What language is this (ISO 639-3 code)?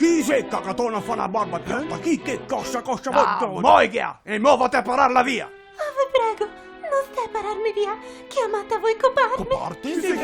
vec